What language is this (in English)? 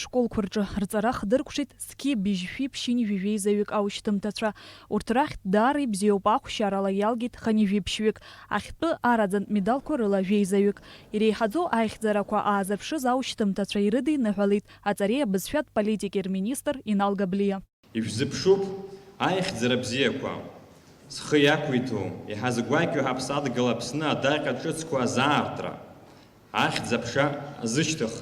Abkhazian